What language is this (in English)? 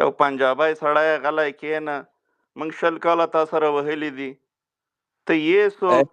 Pashto